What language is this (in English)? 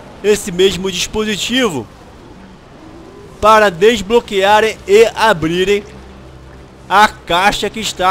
Portuguese